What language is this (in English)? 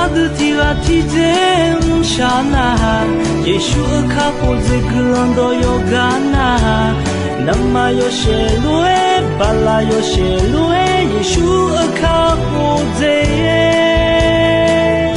Akha